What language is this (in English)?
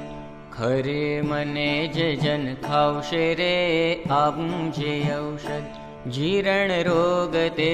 Gujarati